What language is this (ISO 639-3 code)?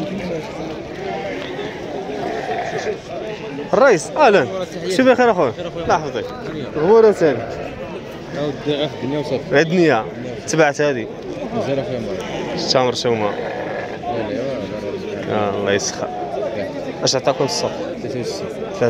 ary